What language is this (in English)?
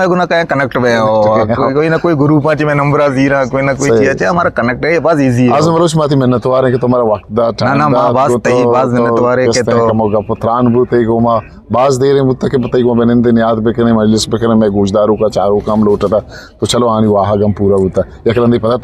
Eastern Balochi